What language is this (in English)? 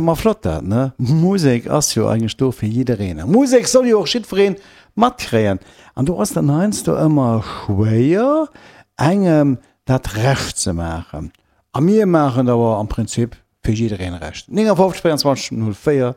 Luxembourgish